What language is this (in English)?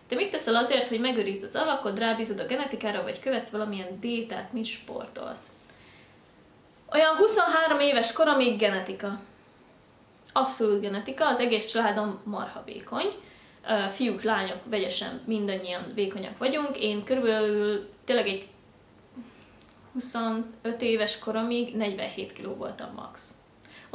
Hungarian